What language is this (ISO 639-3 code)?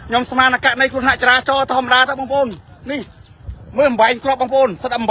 khm